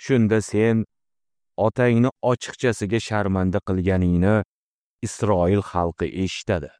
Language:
Uzbek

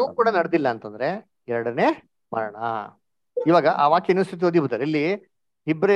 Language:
Kannada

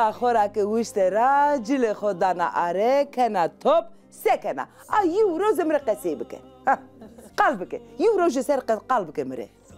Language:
Zaza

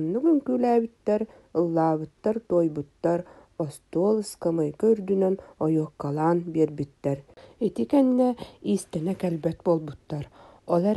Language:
Yakut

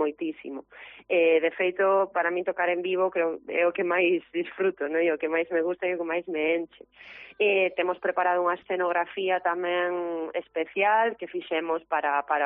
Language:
Galician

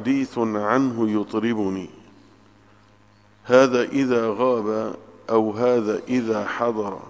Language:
Arabic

